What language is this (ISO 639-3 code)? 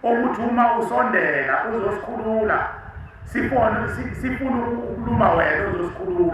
zul